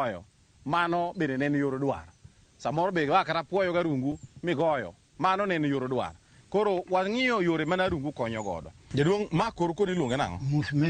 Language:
Luo (Kenya and Tanzania)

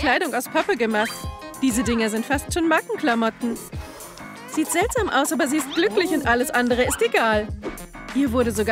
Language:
German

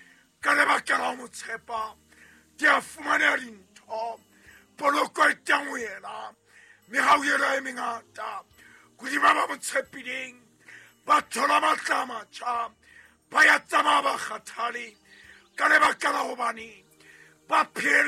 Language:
Southern Sotho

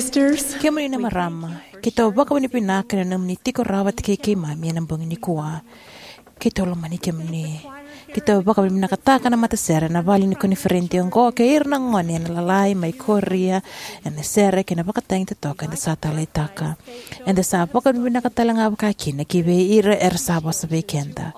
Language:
Fijian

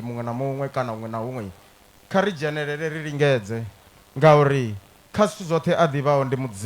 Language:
Venda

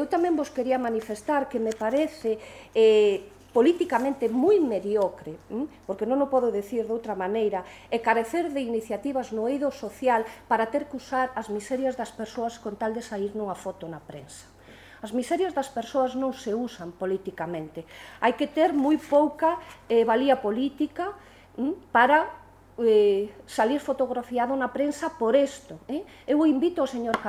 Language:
Galician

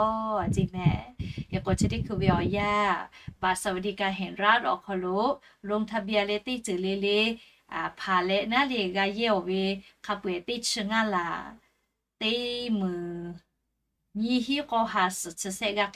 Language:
Lahu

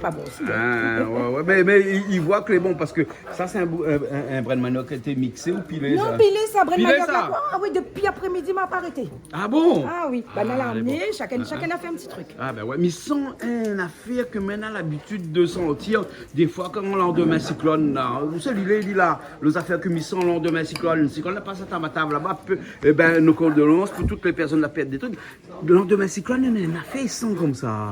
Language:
Réunion Creole French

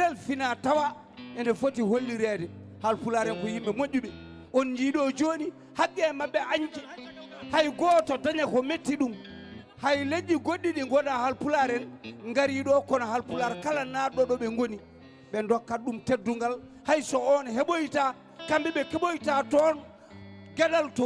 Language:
Fula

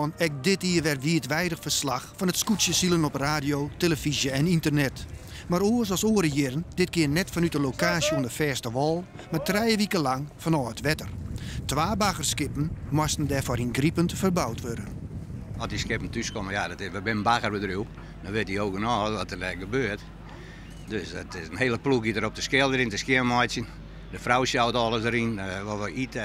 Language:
Western Frisian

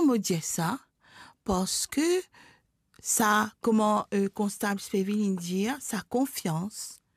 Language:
Morisyen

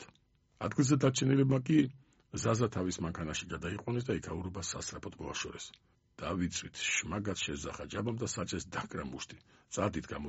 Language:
Georgian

